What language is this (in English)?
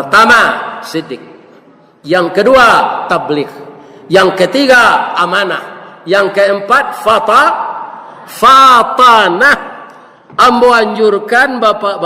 Minangkabau